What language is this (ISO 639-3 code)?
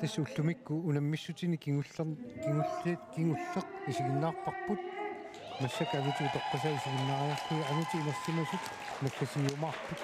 kal